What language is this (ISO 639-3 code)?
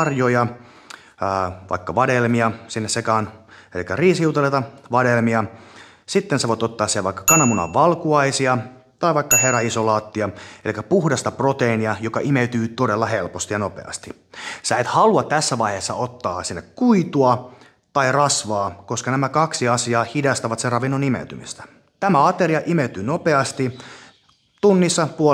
fin